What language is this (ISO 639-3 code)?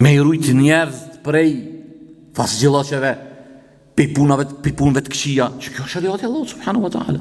sqi